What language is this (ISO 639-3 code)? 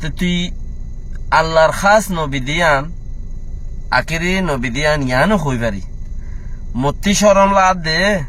rhg